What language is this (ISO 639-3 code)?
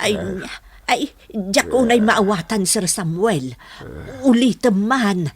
ilo